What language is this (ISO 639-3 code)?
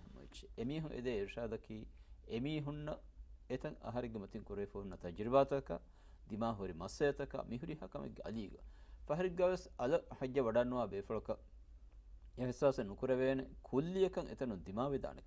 div